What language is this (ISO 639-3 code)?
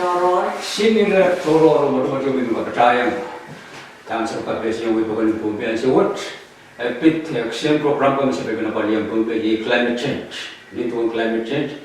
pon